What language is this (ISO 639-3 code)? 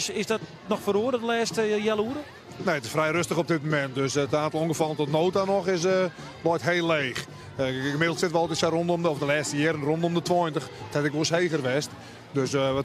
fry